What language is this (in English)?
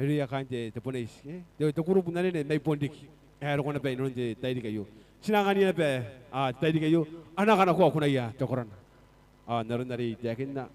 Gilbertese